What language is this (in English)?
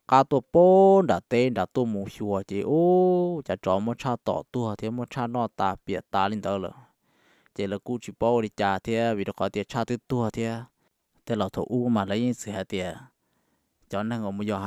Hmong